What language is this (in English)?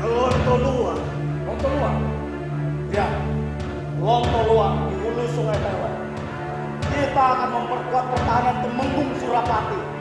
Banjar